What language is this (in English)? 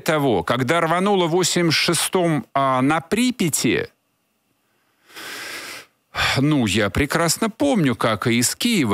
Russian